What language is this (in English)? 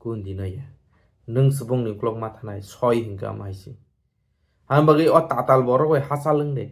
Kok Borok